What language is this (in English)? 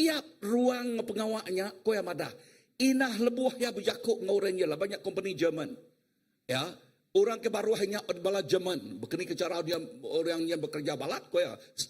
Iban